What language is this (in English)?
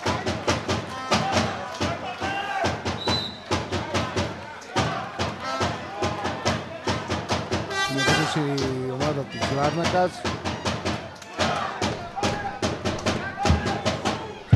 Greek